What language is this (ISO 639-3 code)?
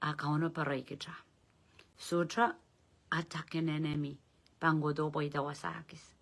pon